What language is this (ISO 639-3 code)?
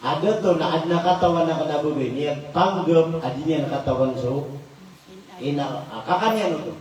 mrw